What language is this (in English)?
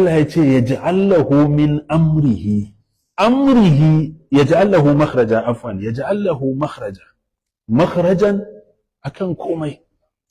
Hausa